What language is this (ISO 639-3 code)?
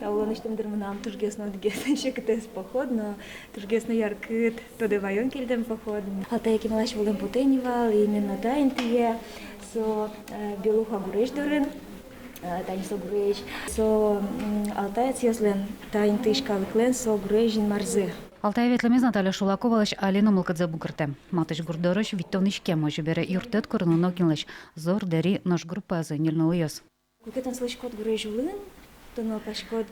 udm